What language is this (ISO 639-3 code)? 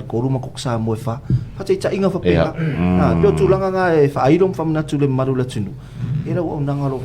smo